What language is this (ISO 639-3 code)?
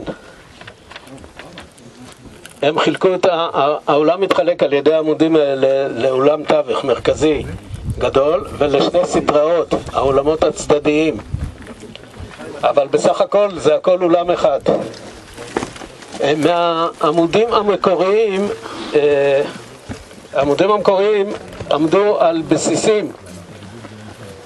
heb